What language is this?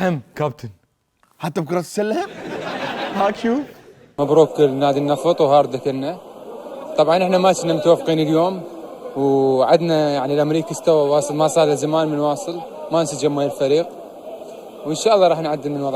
Mesopotamian Arabic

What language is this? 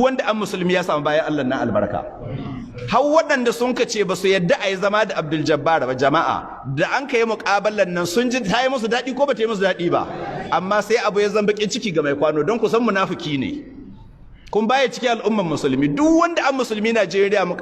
Hausa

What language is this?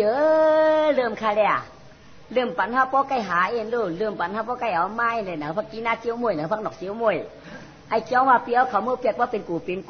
Shan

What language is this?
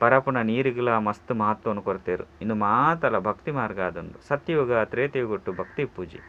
Tulu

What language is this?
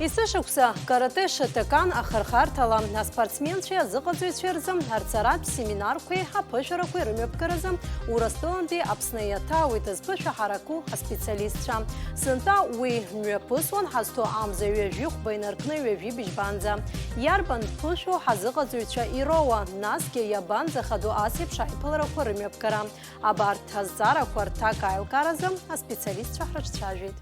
Abkhazian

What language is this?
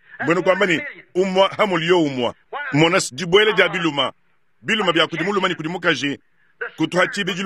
Luba-Lulua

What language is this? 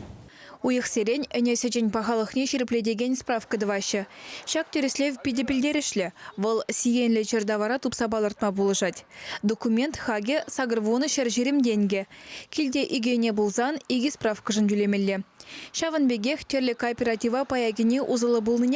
Chuvash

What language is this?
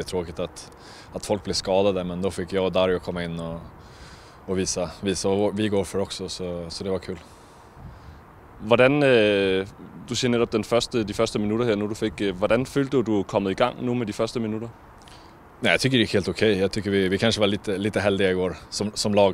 Swedish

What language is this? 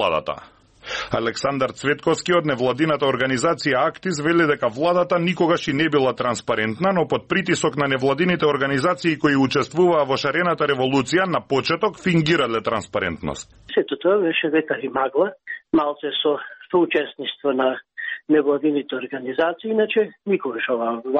Macedonian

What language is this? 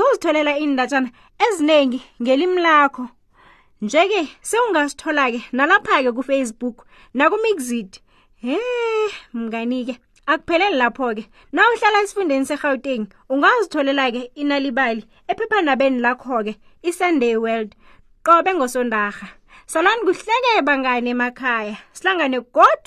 South Ndebele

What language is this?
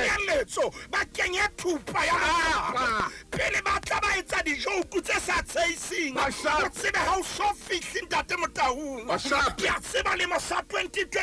Southern Sotho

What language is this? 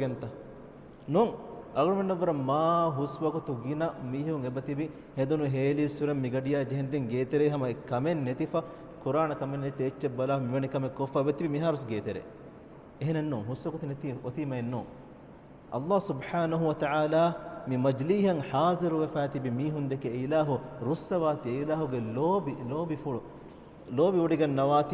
Divehi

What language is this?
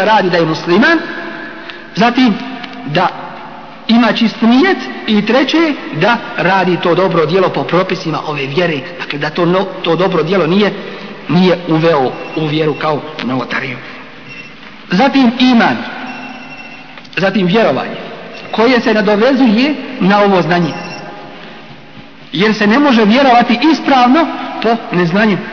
Bosnian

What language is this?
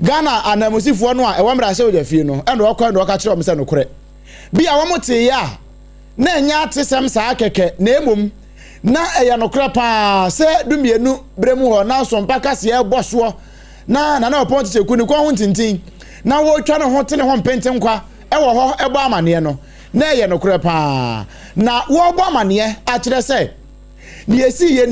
Akan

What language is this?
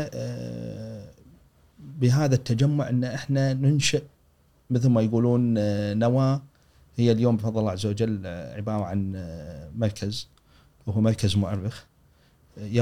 Gulf Arabic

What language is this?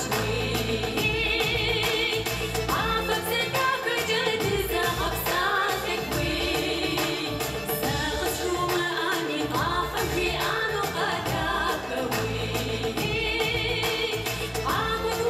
Kabardian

